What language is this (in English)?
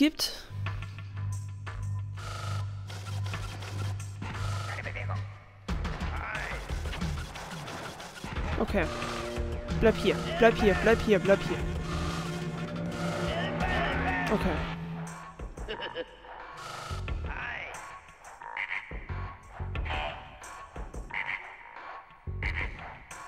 German